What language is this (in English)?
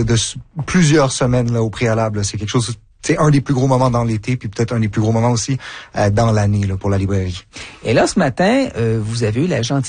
French